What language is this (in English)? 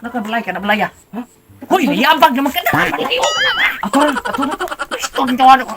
Cebuano